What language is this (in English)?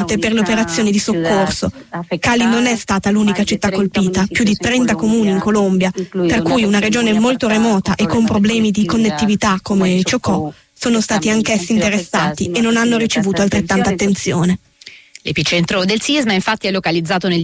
Italian